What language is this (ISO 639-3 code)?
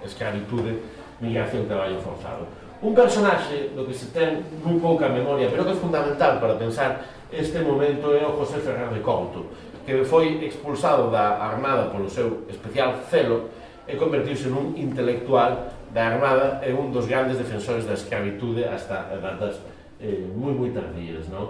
glg